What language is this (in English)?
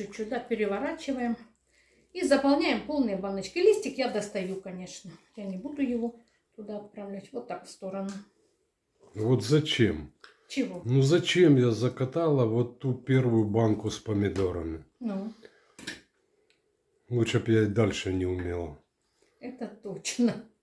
Russian